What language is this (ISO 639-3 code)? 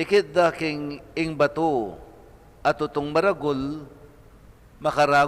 pam